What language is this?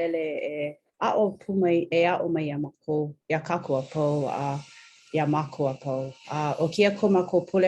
Hawaiian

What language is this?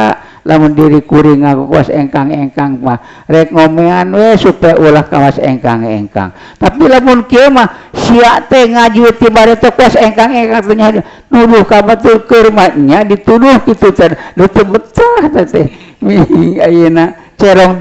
Sundanese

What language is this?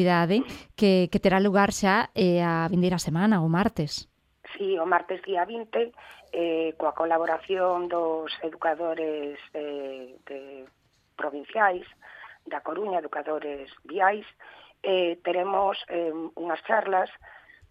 Galician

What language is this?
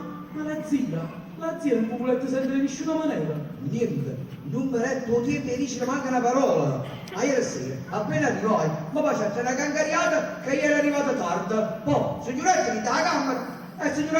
Neapolitan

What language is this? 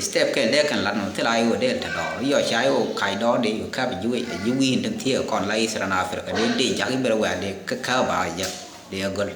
Nuer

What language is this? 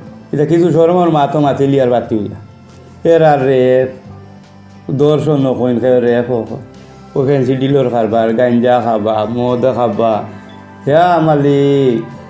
Sylheti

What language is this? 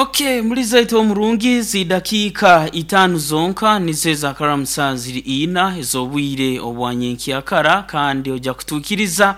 Nyankole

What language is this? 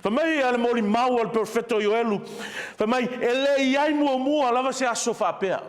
Samoan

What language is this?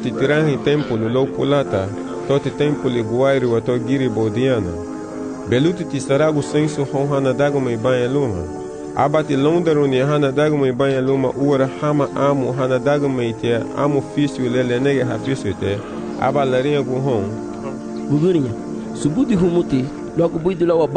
Garifuna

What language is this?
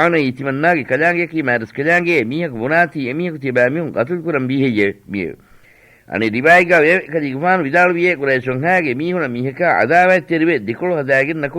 Divehi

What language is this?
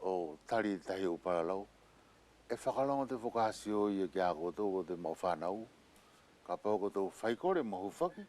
Wallisian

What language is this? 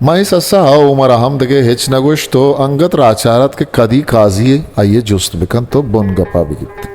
Eastern Balochi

